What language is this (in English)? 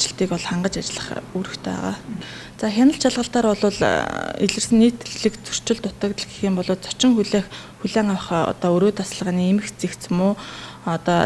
Mongolian